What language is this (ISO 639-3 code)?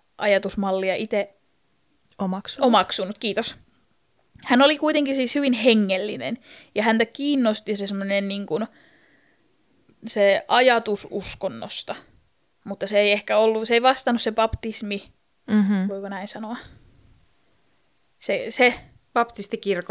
fin